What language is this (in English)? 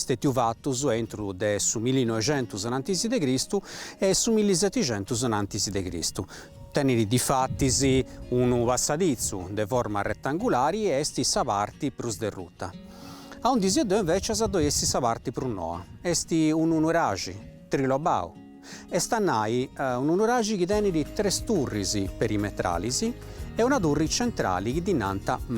Sardinian